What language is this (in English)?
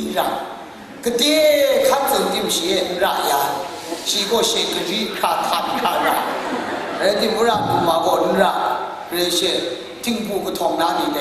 Kachin